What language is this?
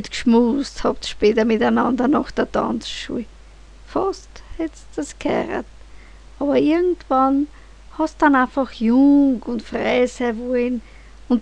Bavarian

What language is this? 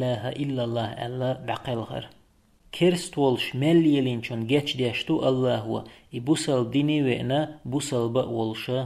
Chechen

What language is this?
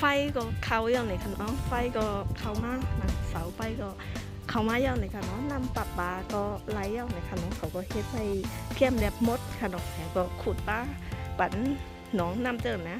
Shan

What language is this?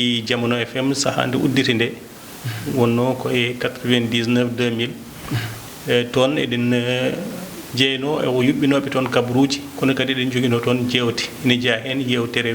Fula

